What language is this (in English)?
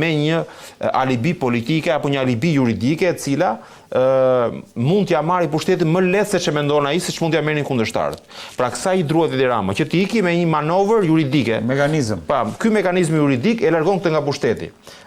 Albanian